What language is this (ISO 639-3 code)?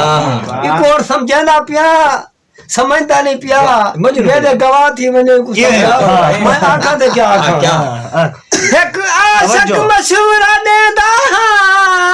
skr